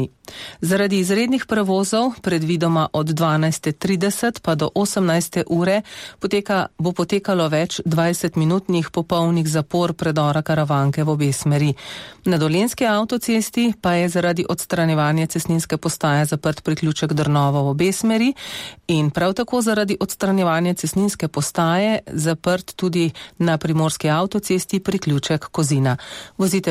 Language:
Slovenian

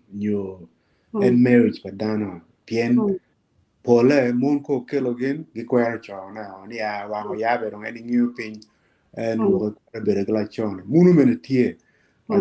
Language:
Acoli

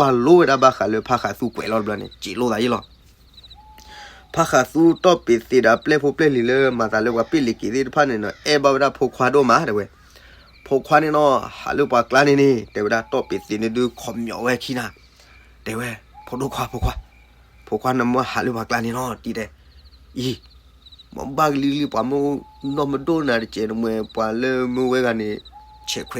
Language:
S'gaw Karen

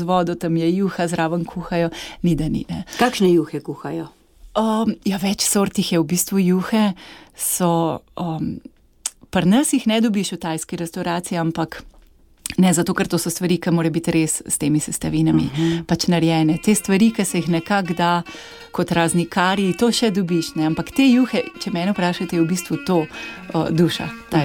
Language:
Slovenian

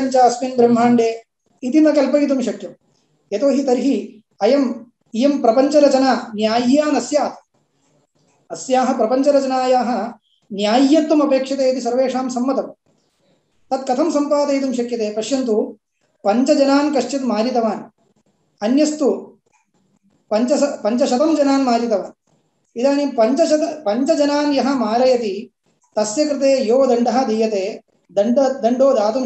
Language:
Sanskrit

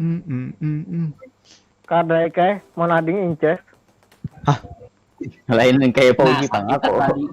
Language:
Banjar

